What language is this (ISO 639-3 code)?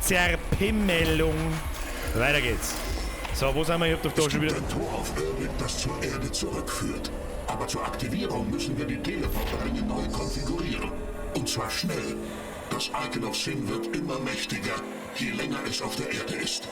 bar